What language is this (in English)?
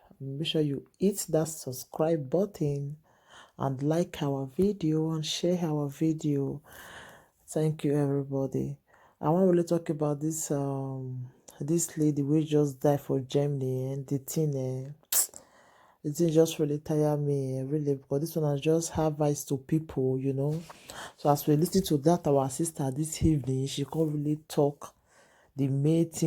Nigerian Pidgin